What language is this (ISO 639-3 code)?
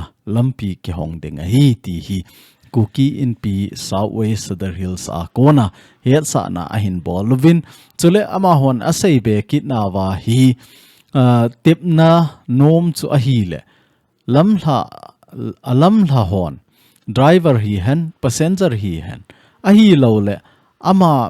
tcz